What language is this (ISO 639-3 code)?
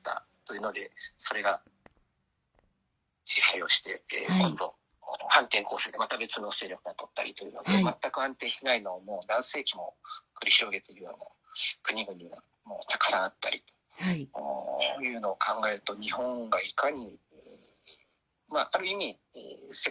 jpn